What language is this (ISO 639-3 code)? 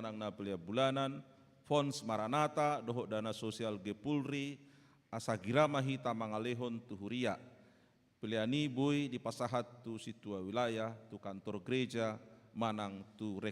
bbc